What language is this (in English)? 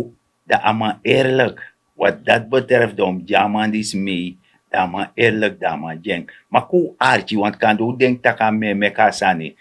Sranan Tongo